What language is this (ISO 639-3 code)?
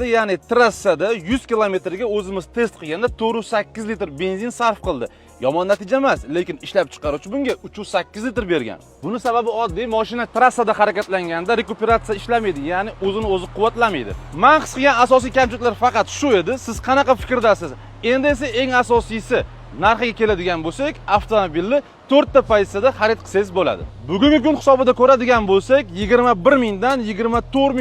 uzb